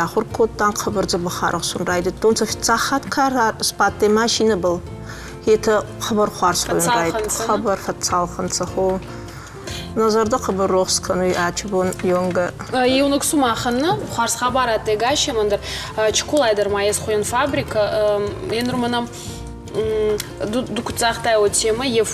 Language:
Ossetic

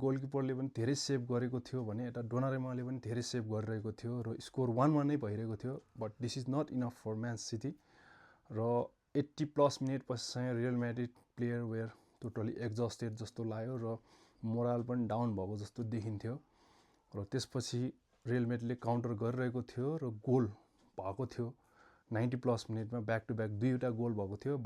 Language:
Nepali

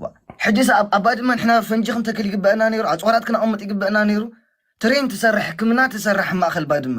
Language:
Tigrinya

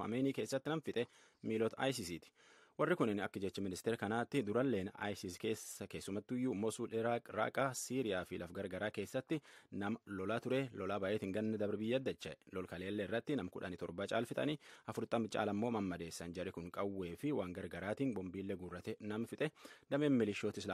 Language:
Oromo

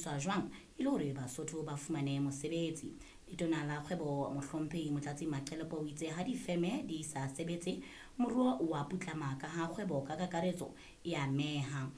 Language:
Southern Sotho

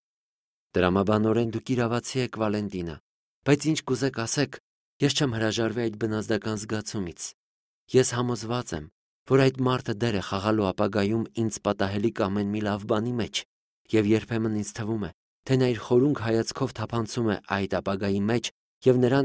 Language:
Armenian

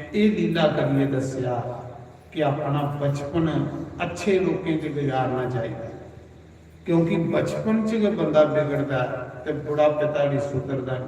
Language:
Dogri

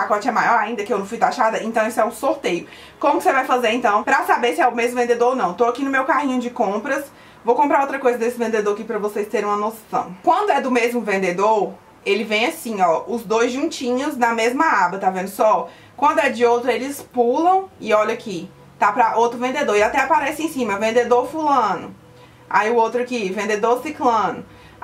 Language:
Portuguese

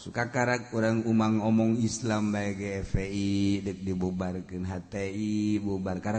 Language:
Sundanese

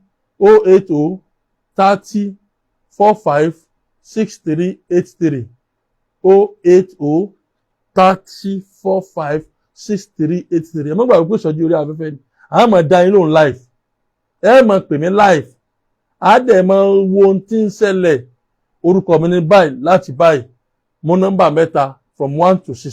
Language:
Yoruba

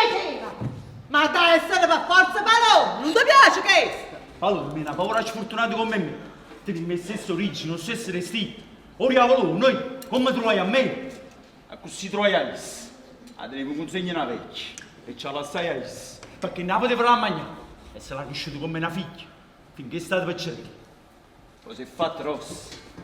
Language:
Neapolitan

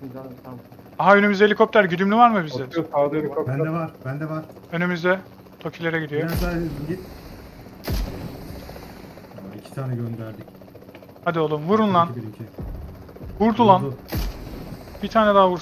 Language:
Turkish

